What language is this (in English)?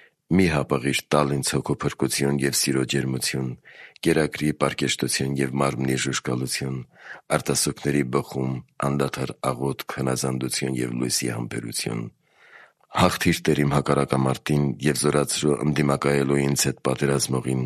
Armenian